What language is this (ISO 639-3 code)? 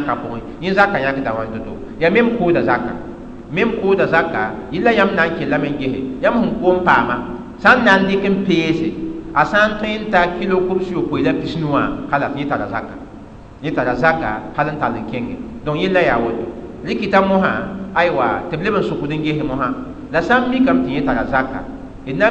mos